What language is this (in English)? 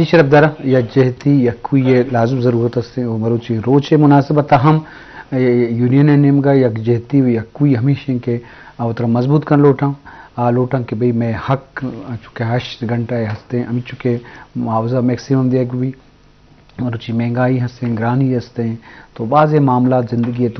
Eastern Balochi